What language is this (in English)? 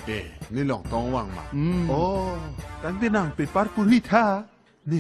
Karbi